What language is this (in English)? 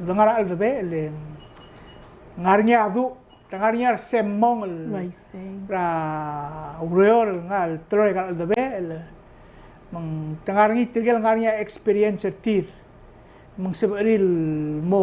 Palauan